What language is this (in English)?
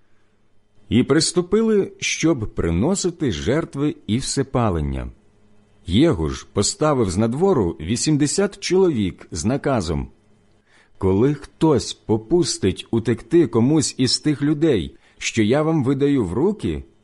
Ukrainian